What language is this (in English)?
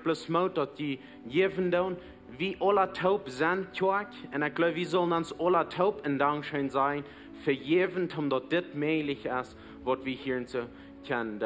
Plautdietsch